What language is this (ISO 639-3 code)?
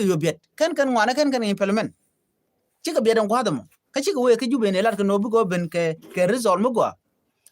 nus